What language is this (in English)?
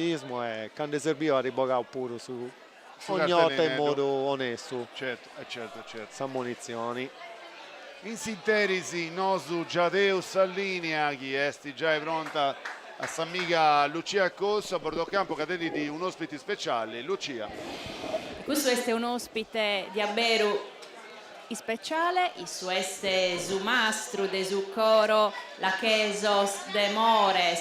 Sardinian